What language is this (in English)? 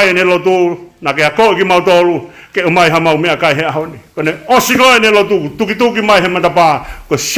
Tongan